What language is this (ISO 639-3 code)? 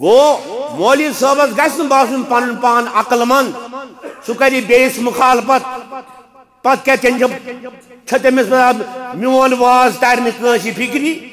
kas